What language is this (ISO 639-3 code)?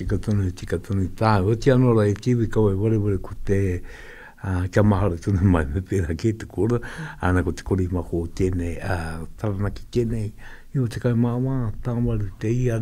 mri